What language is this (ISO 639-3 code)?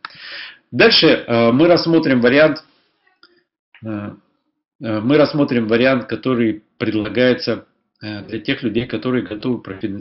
rus